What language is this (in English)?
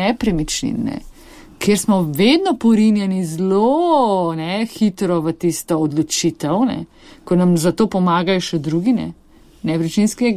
Slovenian